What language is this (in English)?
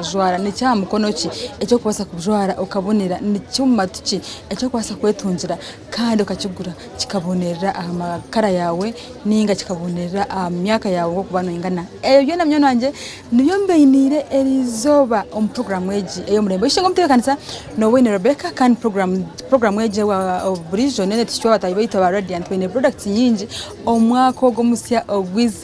Nyankole